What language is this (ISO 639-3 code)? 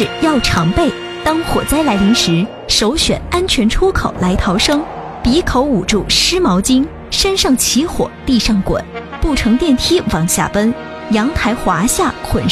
zho